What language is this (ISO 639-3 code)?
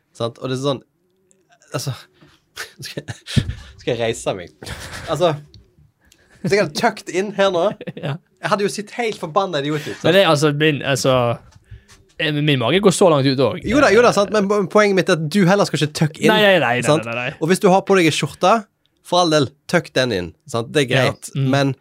nor